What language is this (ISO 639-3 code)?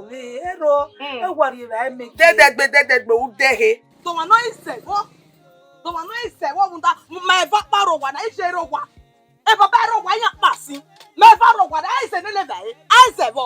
bin